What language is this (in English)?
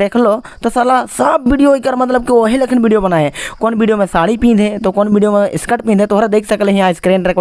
Sadri